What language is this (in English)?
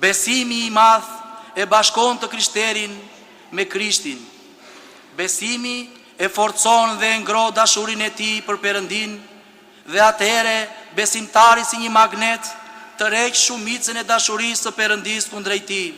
Albanian